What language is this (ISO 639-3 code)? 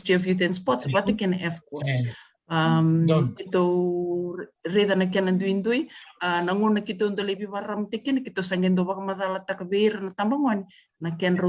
fij